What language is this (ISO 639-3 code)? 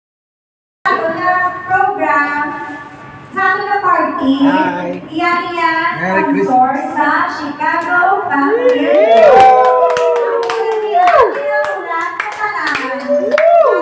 hil